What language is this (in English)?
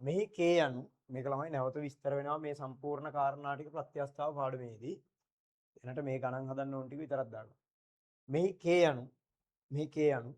Sinhala